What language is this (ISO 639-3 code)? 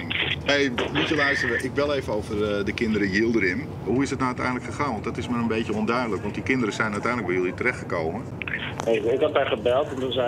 nld